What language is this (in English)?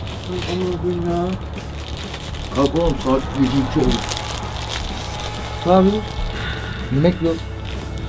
Turkish